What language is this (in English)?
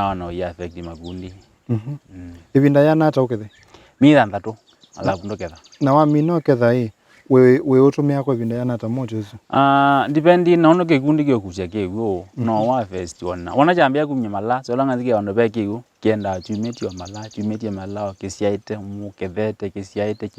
Kamba